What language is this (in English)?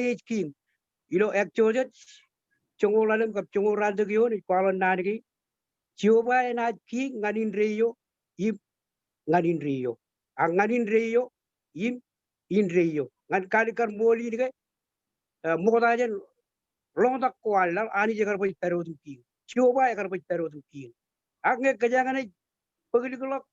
Marshallese